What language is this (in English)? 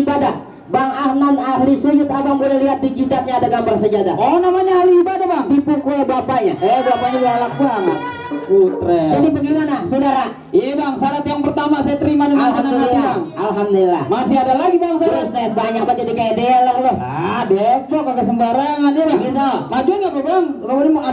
Betawi